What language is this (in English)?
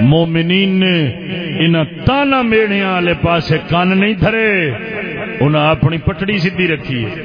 Saraiki